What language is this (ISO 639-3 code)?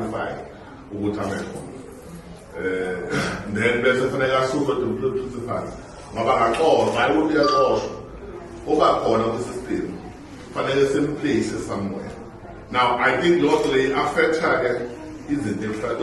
zul